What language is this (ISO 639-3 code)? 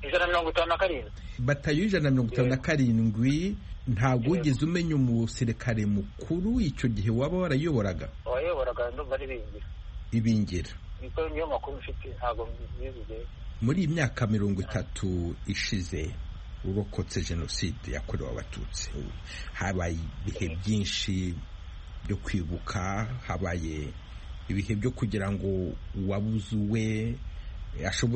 kin